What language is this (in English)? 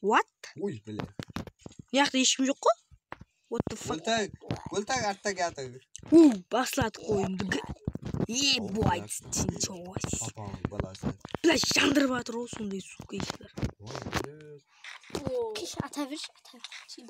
Kara-Kalpak